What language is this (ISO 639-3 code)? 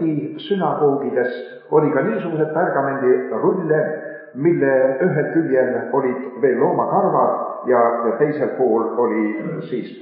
est